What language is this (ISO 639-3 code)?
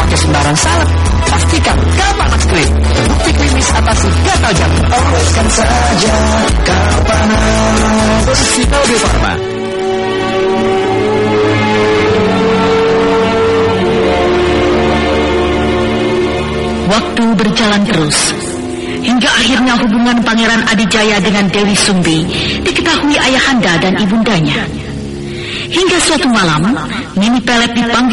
ind